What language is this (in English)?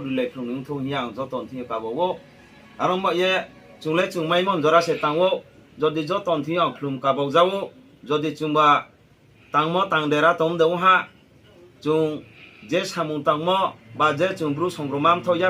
Riang (India)